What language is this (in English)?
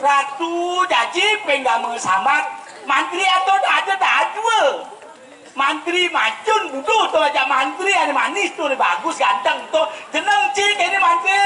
Balinese